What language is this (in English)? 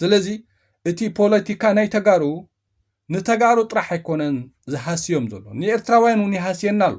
Tigrinya